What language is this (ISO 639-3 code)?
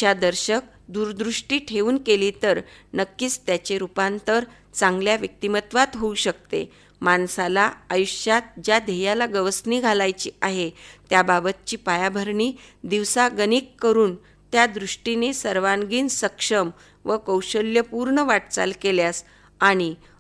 mar